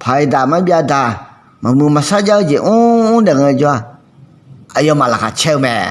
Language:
Akha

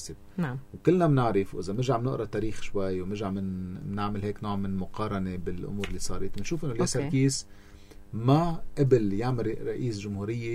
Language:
North Levantine Arabic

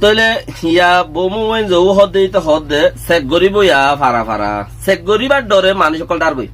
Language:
Rohingya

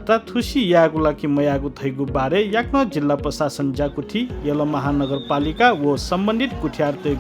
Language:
Newari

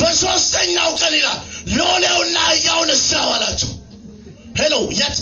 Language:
Amharic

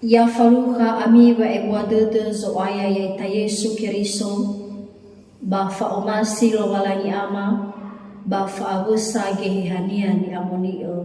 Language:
Nias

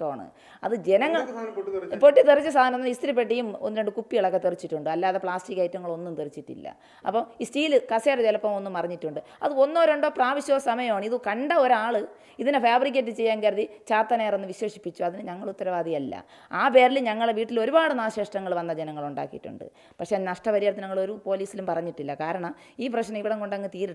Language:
Malayalam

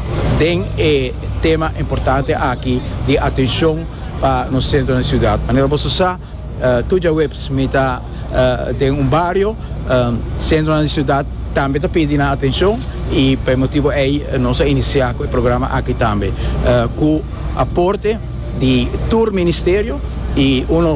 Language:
Papiamento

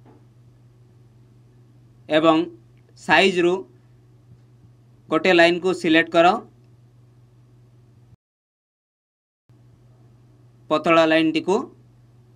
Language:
Odia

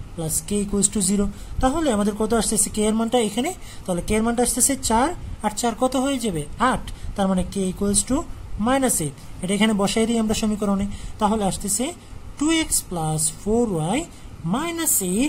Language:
Bangla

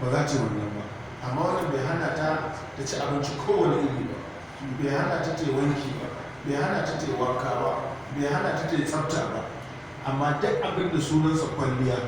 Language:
Hausa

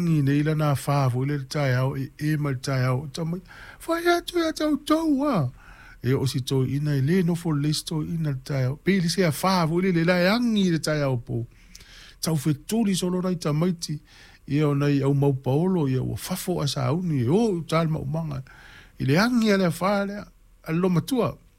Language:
Samoan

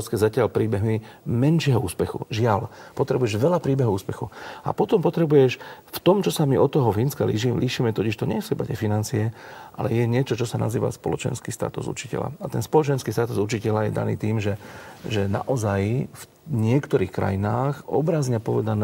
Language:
Slovak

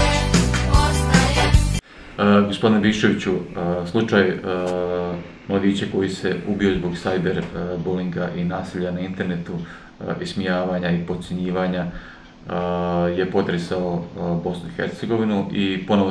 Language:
Bosnian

